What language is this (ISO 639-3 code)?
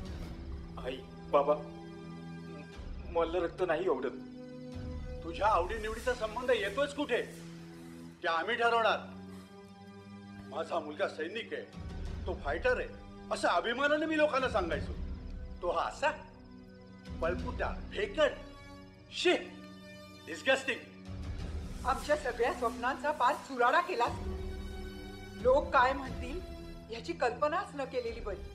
mar